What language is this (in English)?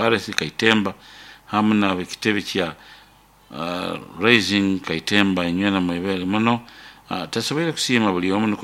Nyoro